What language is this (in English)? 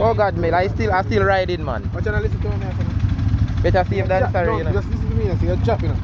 Jamaican Creole English